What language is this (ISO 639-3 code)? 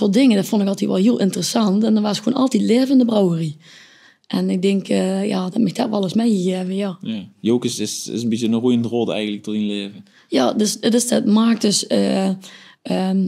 lim